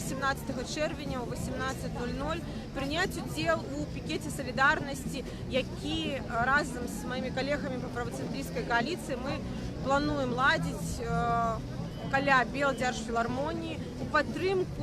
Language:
Belarusian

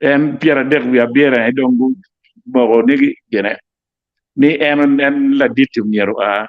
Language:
Acoli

